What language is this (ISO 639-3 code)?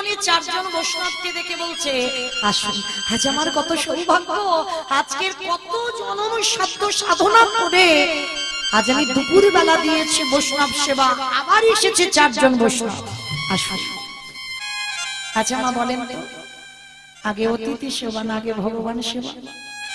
ben